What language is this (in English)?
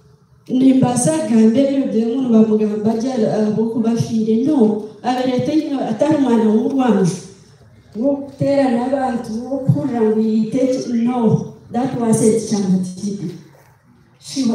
Nyankole